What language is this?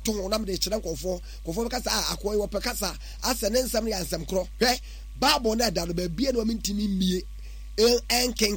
Akan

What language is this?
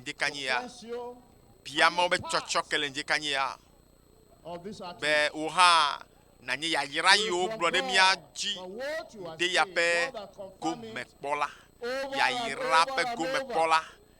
Ewe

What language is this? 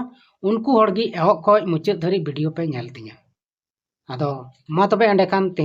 Santali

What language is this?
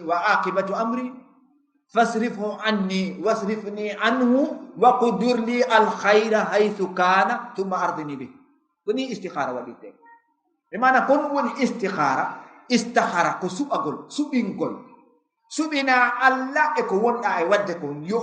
Fula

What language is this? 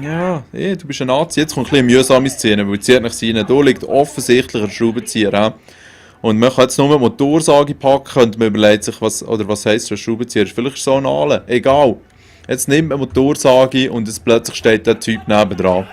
Swiss German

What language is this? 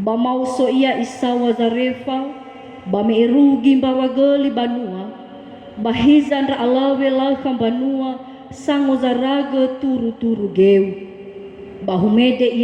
Nias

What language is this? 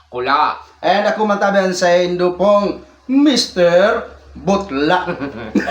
Bikol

